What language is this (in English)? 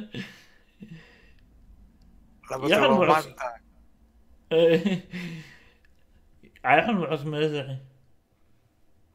Slovak